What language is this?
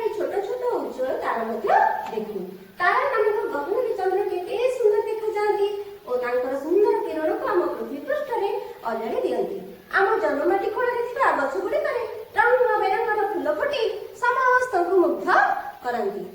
Odia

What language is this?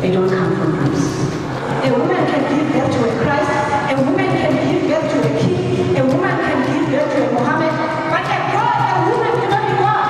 Venda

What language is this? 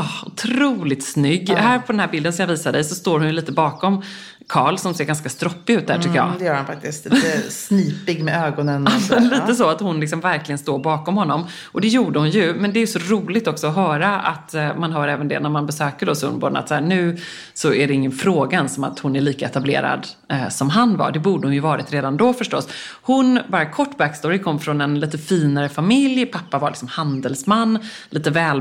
Swedish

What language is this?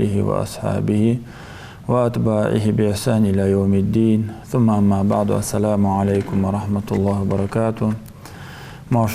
Ingush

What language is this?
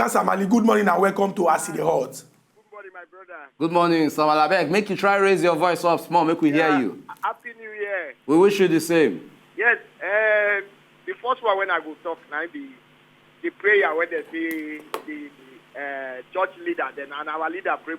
Nigerian Pidgin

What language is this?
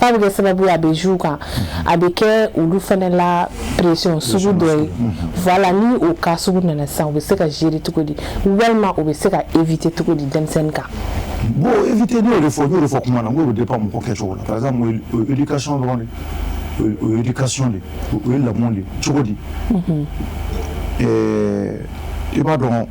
Bambara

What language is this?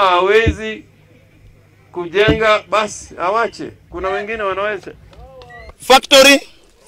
Swahili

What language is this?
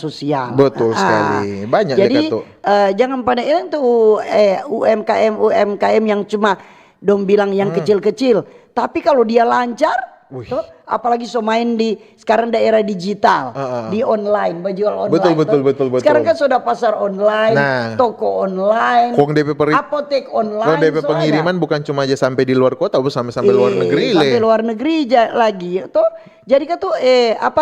Manado Malay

